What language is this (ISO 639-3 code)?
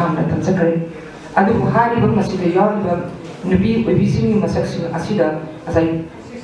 mni